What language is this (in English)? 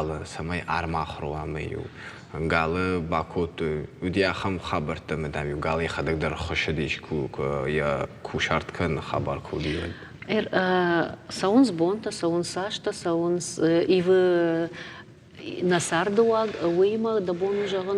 Ossetic